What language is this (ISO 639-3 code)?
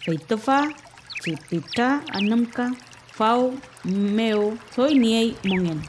arn